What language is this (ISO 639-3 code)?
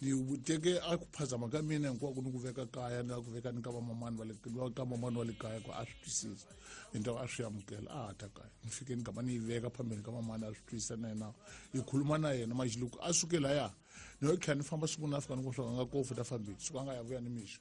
tso